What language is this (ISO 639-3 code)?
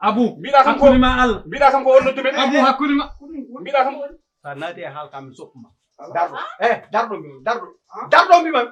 ful